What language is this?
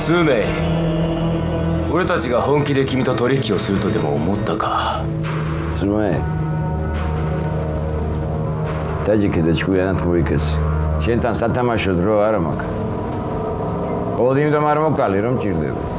Japanese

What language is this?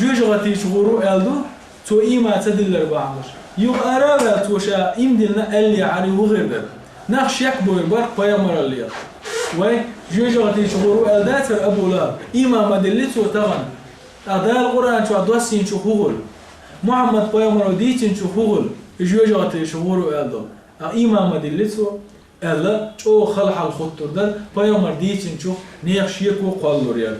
Chechen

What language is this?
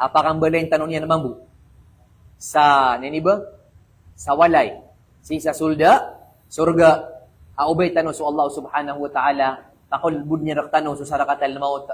Maranao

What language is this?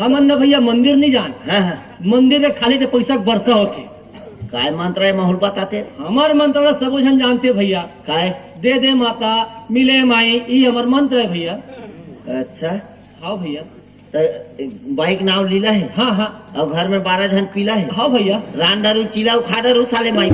Chhattisgarhi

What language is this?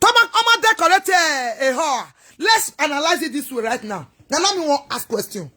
Nigerian Pidgin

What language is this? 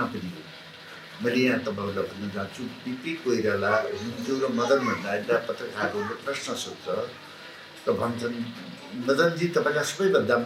Nepali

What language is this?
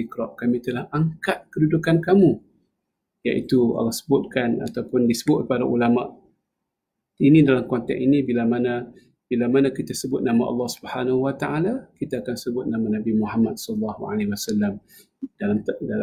Malay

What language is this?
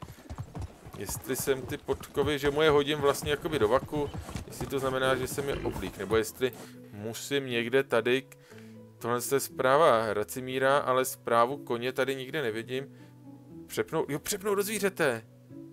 Czech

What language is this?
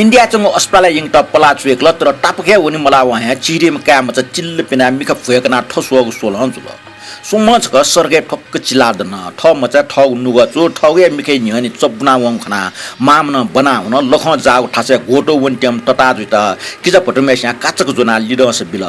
Newari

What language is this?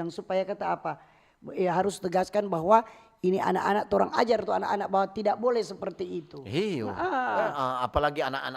Manado Malay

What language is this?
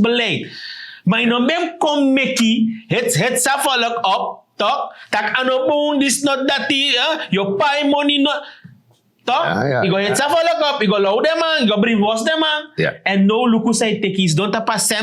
Sranan Tongo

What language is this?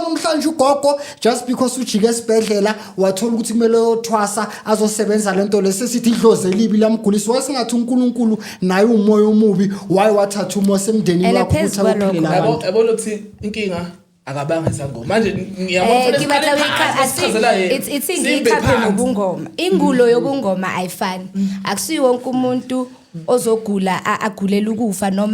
Zulu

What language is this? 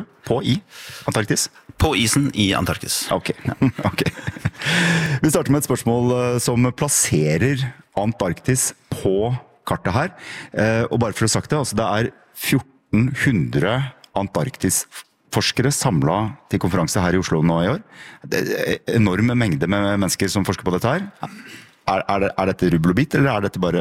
Norwegian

